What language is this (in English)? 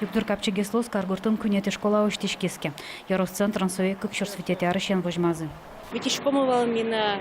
Udmurt